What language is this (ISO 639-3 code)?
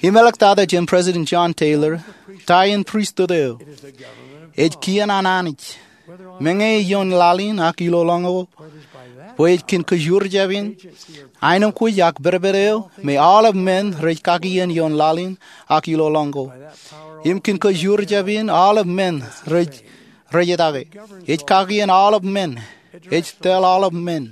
mah